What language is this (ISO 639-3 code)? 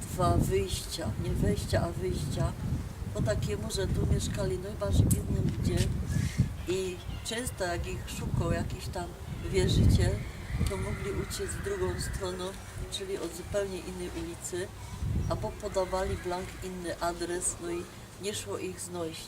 szl